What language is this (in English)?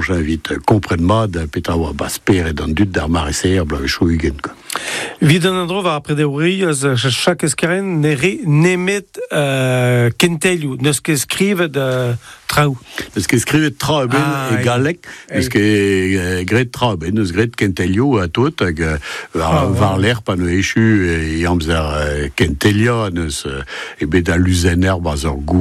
Breton